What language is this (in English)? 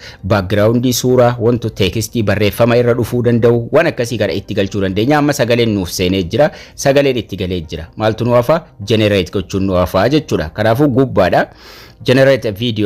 Oromo